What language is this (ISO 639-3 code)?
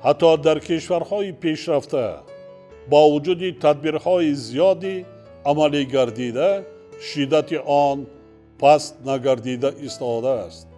tgk